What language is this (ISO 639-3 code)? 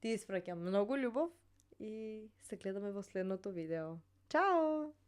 mkd